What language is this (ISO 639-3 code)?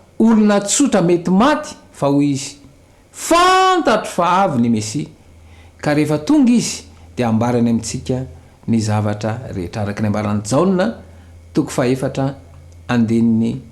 mlg